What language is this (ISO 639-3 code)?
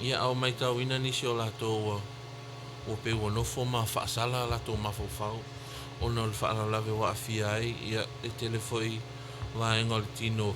smo